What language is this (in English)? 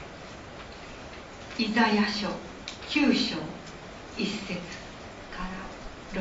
Japanese